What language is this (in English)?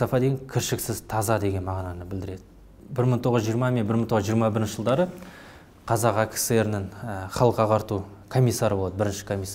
Kazakh